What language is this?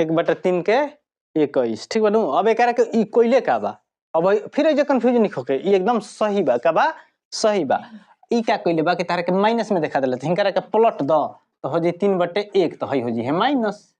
Bhojpuri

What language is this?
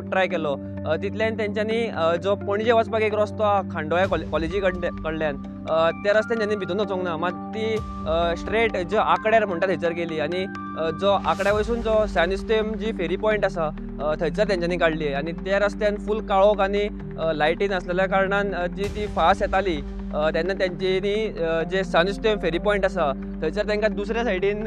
Konkani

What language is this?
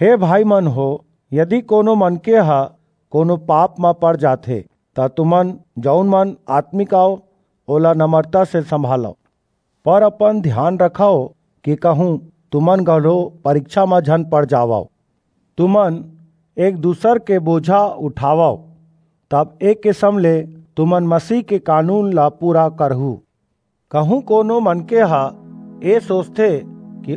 Chhattisgarhi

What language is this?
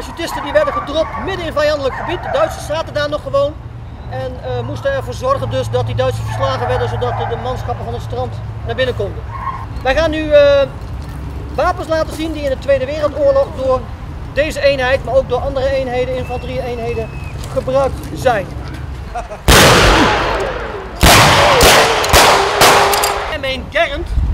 Dutch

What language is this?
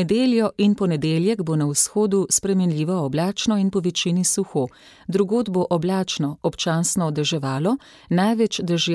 Slovenian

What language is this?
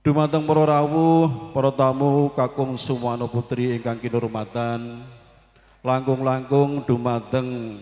Javanese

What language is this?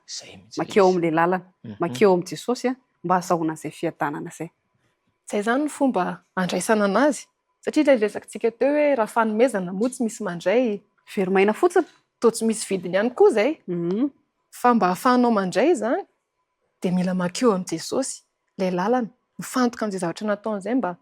Malagasy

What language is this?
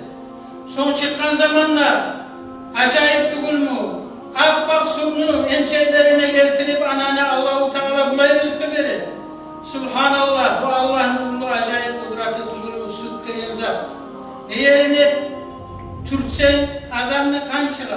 Kumyk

